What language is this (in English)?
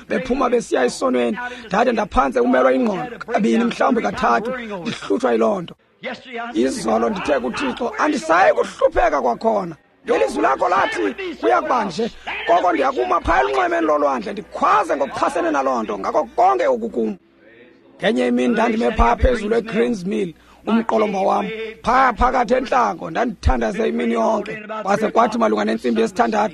Xhosa